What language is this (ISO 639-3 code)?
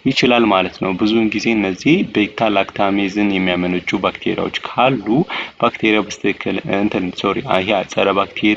amh